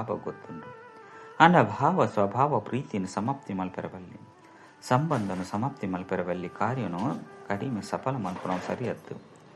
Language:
Tulu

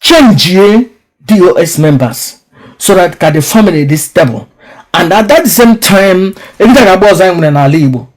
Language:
Igbo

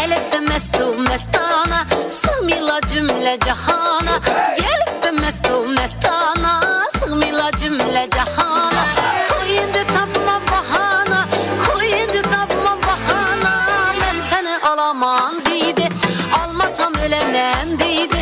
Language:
Kara-Kalpak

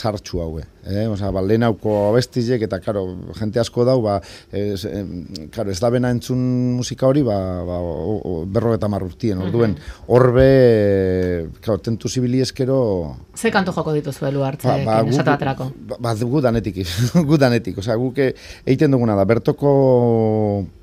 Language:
Basque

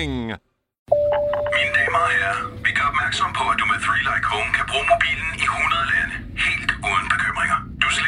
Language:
Danish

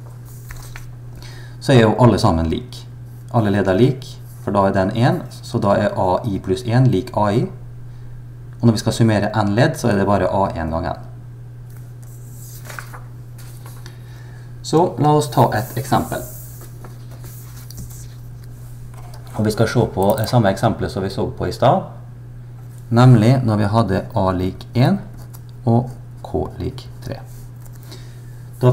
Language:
Norwegian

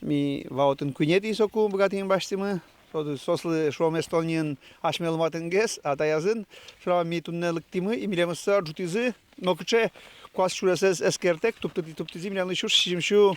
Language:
Udmurt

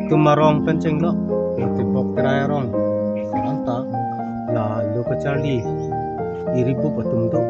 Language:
Karbi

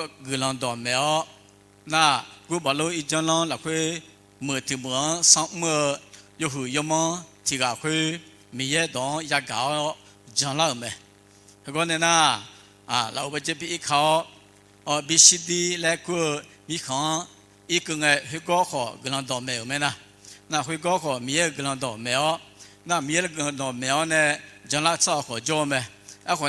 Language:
Akha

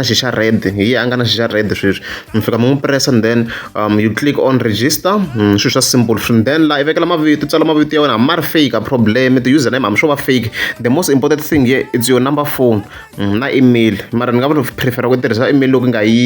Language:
Tsonga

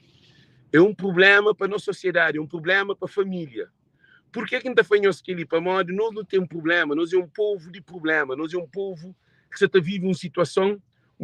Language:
Kabuverdianu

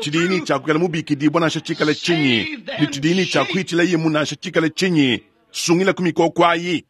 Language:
Luba-Lulua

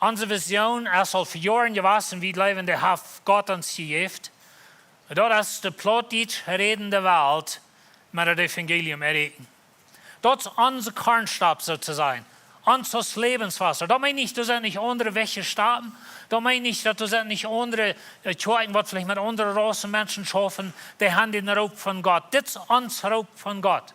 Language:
Plautdietsch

